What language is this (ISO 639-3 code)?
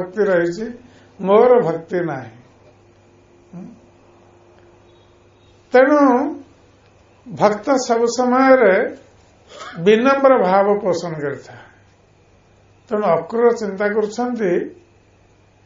ori